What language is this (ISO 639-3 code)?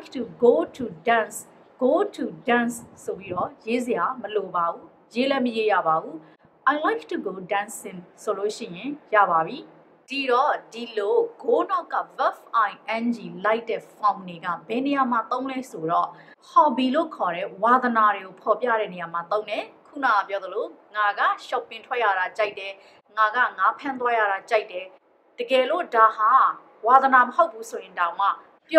mya